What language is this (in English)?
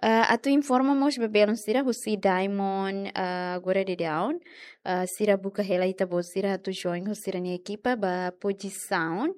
Tetum